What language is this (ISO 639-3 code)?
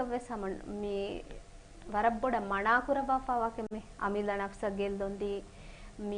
div